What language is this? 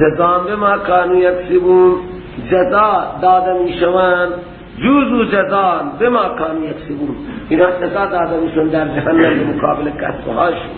Persian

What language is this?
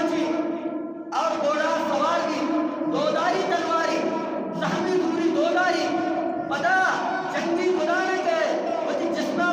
Eastern Balochi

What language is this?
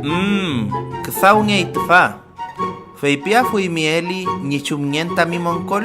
Mapuche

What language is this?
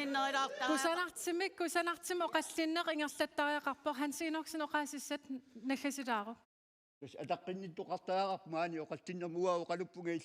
Kalaallisut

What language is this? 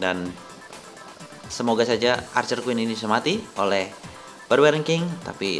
Indonesian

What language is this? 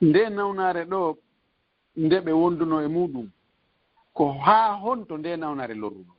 Fula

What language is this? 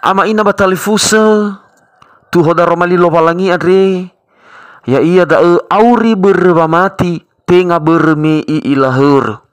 Nias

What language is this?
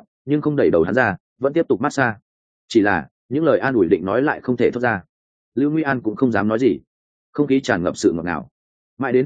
Vietnamese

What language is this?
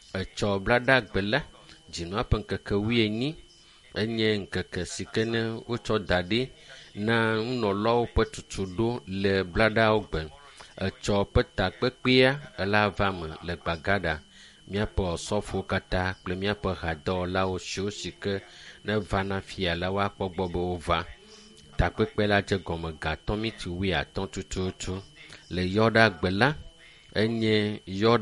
Ewe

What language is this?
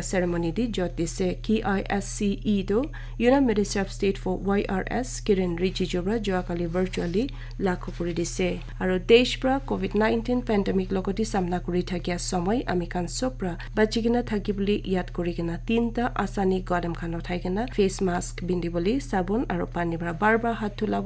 Naga Pidgin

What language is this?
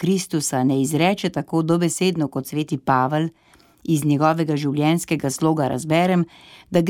Slovenian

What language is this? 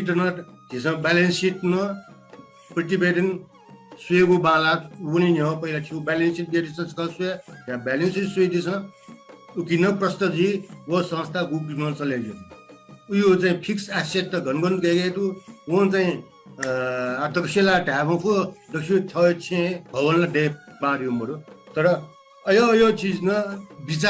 Newari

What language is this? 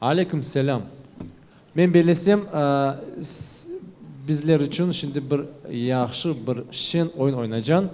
Crimean Tatar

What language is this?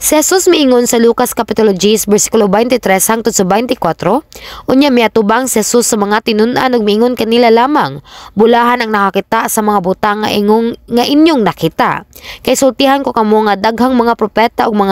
Cebuano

